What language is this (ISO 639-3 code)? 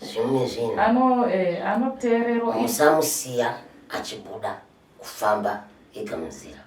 sna